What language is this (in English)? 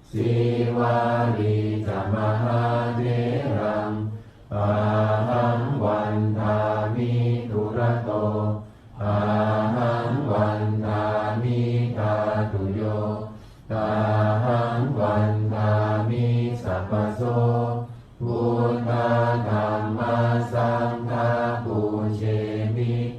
Pali